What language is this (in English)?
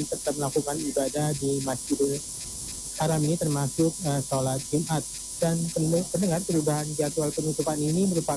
Indonesian